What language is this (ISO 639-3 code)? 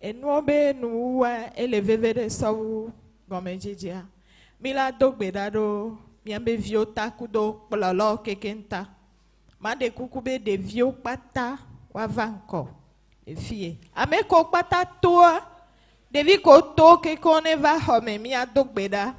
ewe